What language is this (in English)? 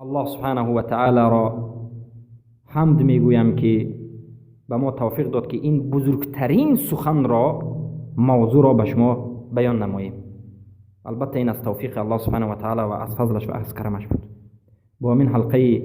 Persian